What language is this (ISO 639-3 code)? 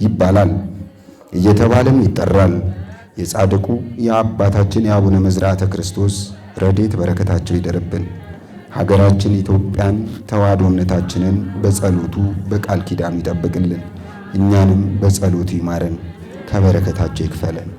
amh